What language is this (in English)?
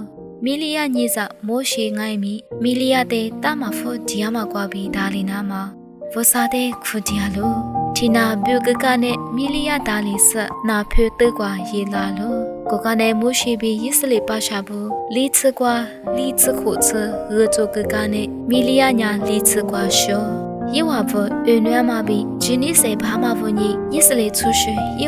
Lisu